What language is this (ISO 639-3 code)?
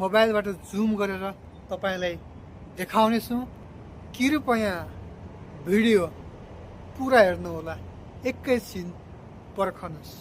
nep